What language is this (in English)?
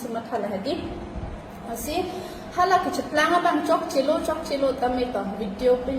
Karbi